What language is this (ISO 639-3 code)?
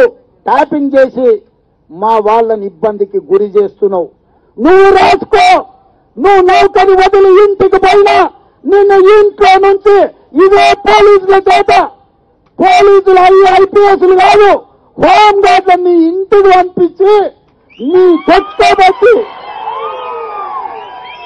tel